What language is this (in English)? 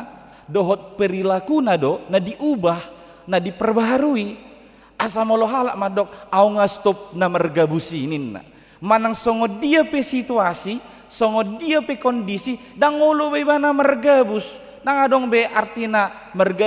Batak Toba